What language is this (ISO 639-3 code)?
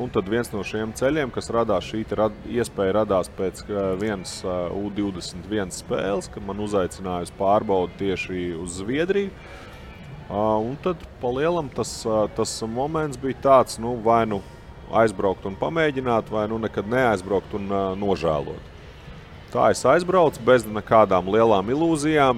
lav